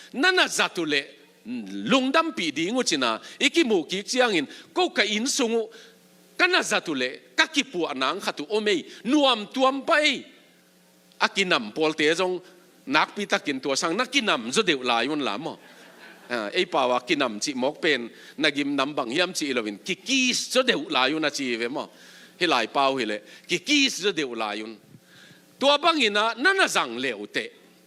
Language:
Tedim Chin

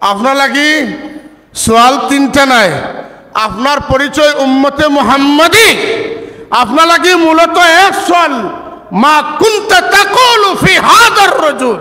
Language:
Sylheti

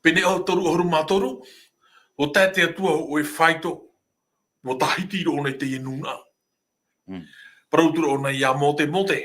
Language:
Tahitian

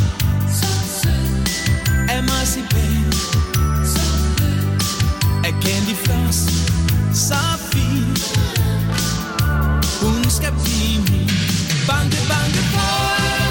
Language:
Danish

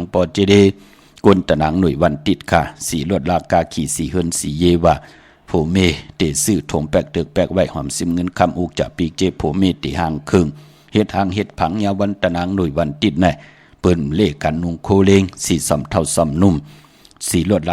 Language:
Shan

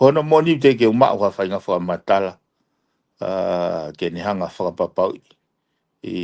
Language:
Tongan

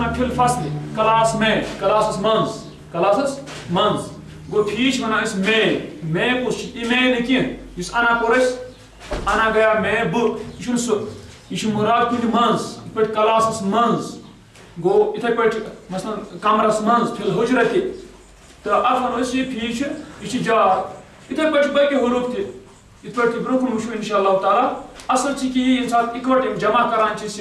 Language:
Kashmiri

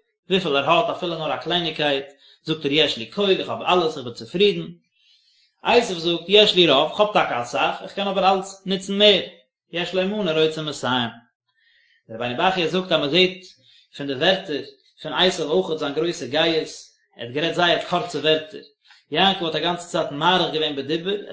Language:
Yiddish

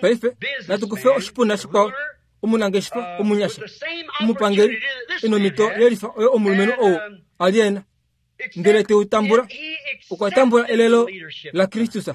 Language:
Kuanyama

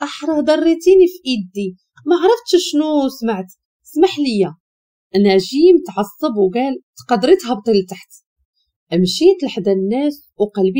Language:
Moroccan Arabic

